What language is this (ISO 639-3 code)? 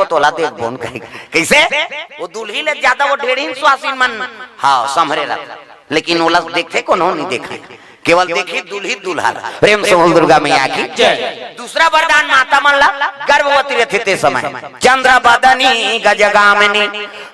hne